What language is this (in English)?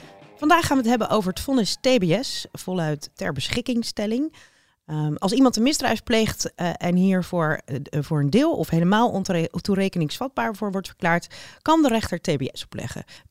Dutch